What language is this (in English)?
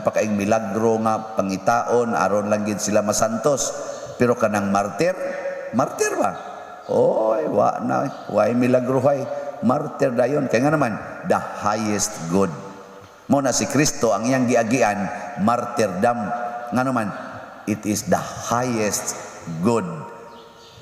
Cebuano